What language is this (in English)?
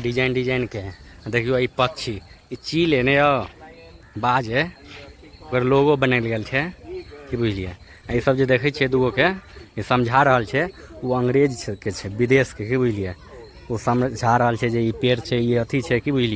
Maithili